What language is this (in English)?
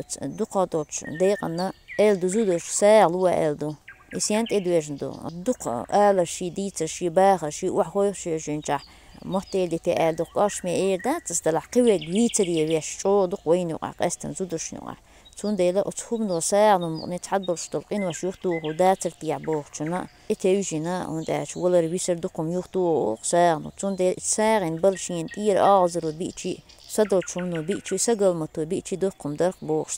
Chechen